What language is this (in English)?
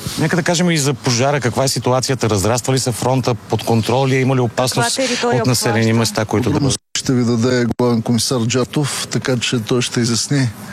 Bulgarian